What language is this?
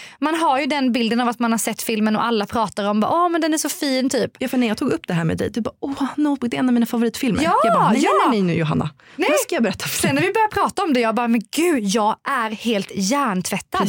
Swedish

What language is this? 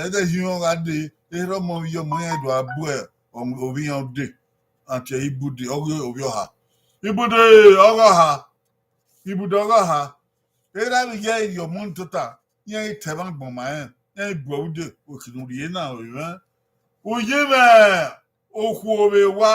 Bini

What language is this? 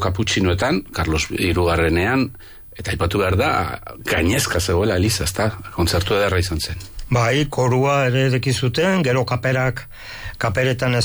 Basque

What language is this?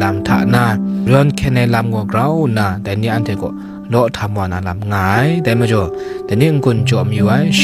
Kachin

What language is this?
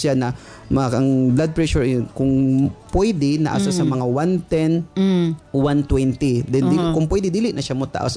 Cebuano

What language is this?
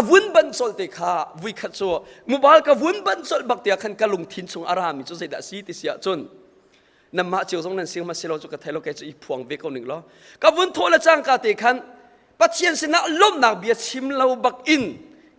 Hakha Chin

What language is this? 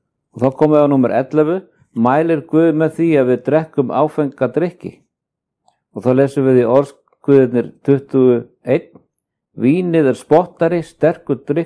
Icelandic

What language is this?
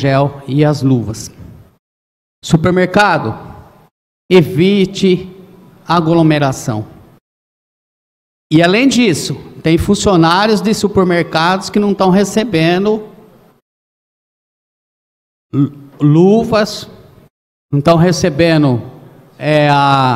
Portuguese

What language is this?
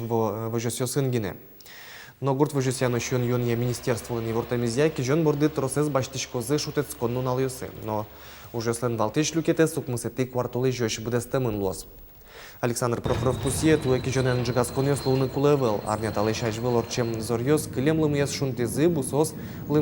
Udmurt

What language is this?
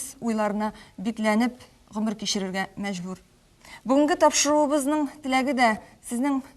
Tatar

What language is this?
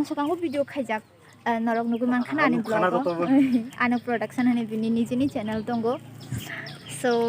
Kok Borok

